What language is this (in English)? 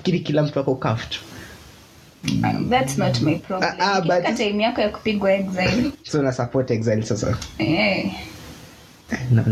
Swahili